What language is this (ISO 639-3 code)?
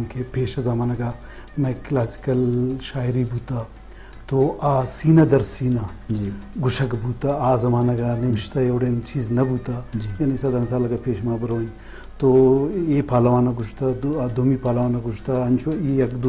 bgp